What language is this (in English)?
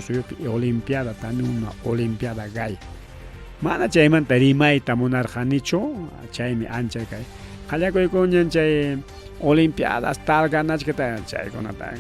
Ayacucho Quechua